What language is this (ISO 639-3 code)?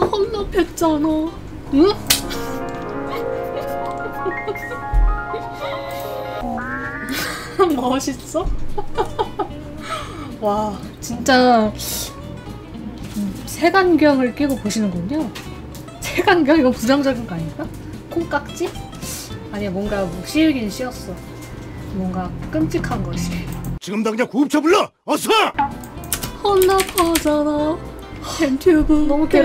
kor